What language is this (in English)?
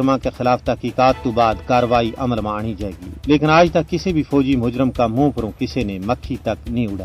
Gujari